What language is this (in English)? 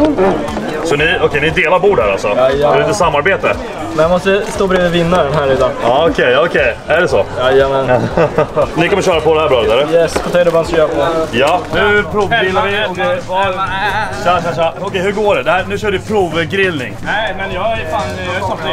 Swedish